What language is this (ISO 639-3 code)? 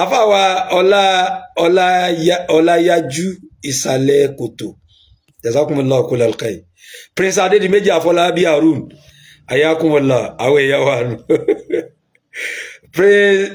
yor